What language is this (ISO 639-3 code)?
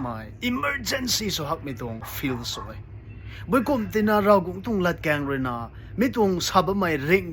nbu